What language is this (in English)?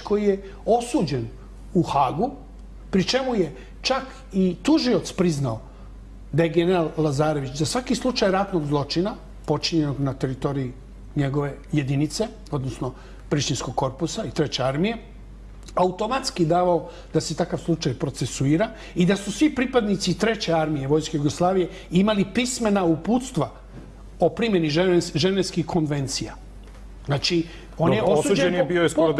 Serbian